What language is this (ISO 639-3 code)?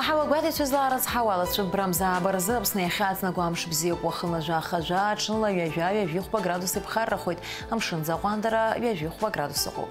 abk